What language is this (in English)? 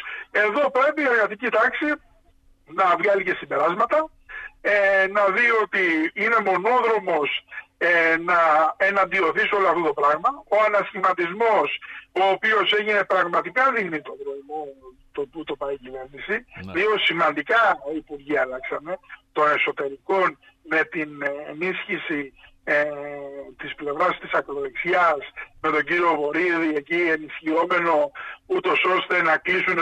Greek